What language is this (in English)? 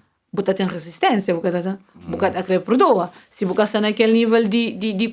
Kabuverdianu